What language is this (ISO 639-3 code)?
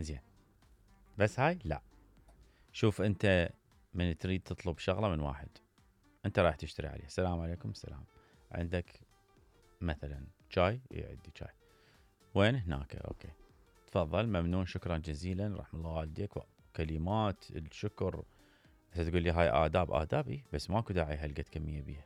acm